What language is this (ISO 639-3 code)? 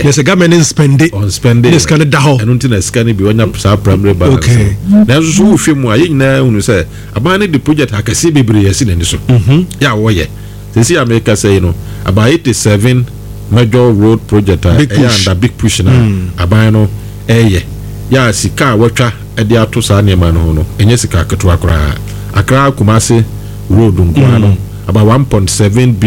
aka